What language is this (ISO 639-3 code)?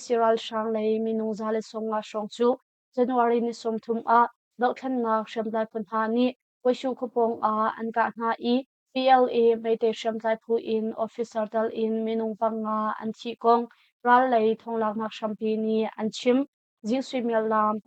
cnh